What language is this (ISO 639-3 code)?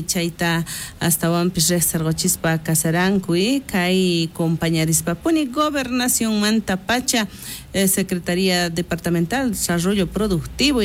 quh